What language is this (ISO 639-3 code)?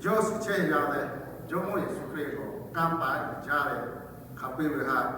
lhu